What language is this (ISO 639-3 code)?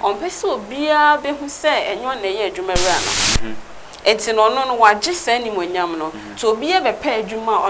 aka